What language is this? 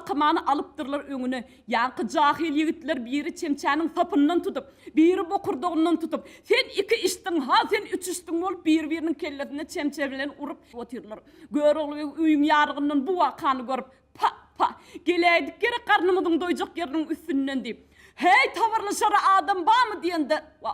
Turkmen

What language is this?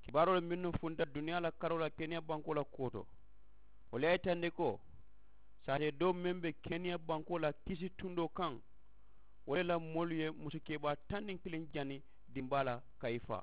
Mandingo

